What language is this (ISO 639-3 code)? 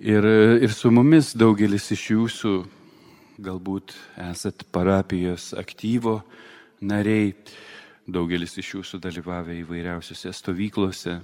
lit